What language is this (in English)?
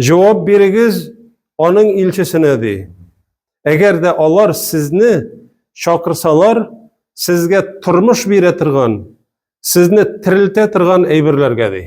Tatar